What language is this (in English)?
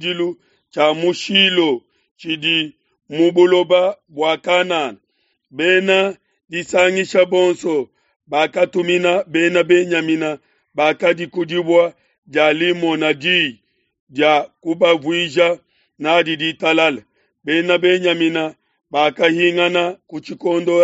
Luba-Lulua